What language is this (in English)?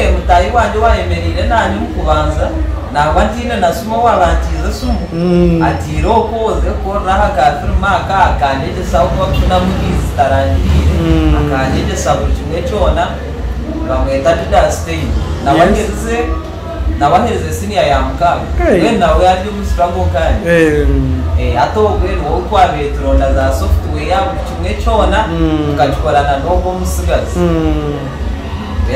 Nyankole